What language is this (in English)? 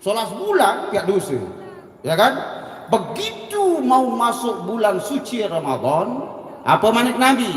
Sasak